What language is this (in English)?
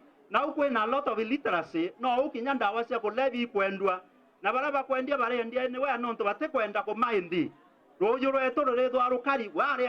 Meru